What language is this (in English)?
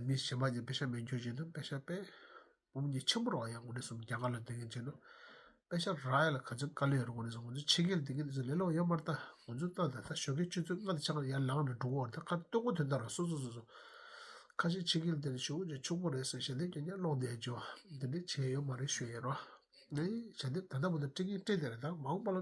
Tibetan